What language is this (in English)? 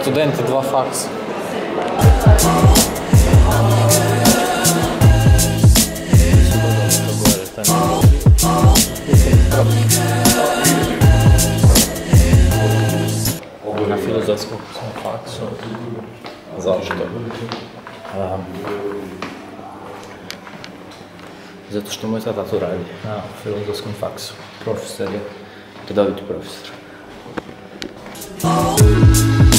Croatian